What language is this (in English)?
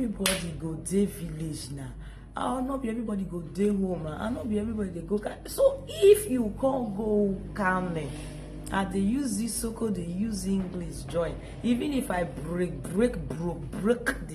Nigerian Pidgin